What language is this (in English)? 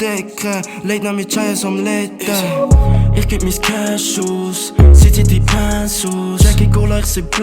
Swiss German